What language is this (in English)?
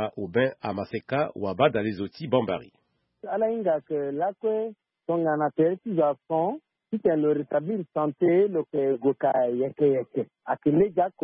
Sango